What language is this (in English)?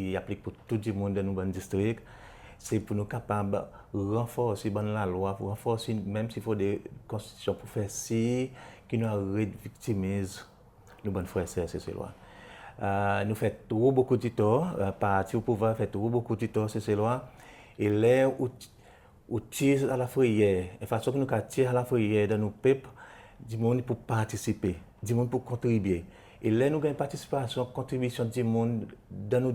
Seselwa Creole French